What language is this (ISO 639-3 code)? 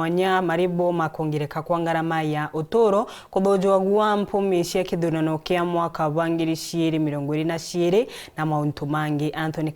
mer